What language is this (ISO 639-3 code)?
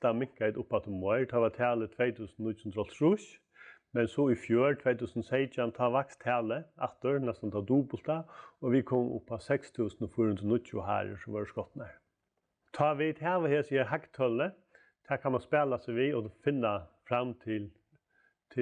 fao